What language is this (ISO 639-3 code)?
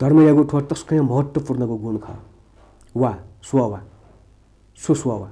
new